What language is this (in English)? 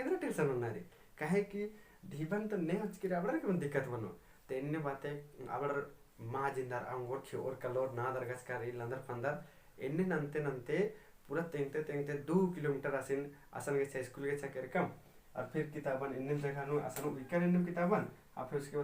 Kurukh